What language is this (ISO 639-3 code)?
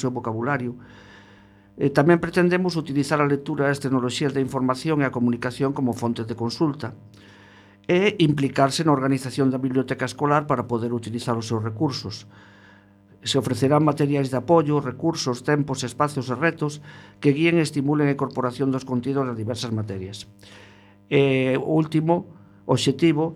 glg